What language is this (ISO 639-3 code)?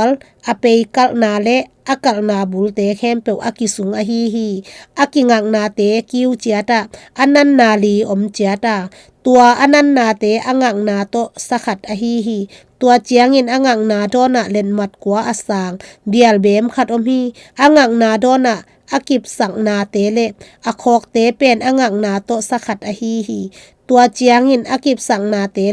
ctd